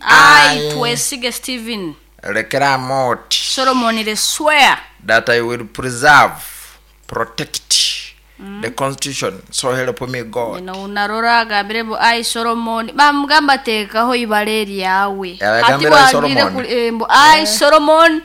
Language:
Nyankole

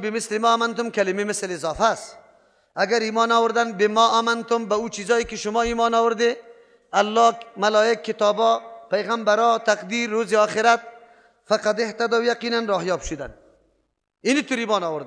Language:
Persian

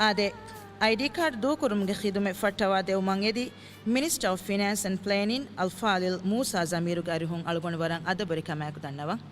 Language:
Divehi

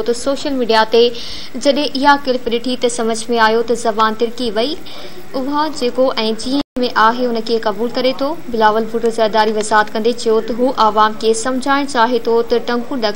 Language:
Sindhi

